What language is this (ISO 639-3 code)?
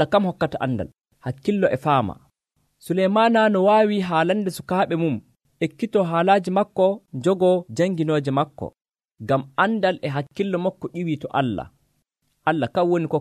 fuv